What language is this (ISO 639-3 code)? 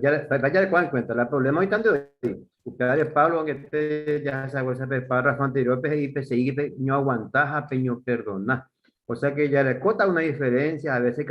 grn